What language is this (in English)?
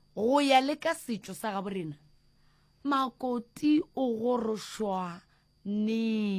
Northern Sotho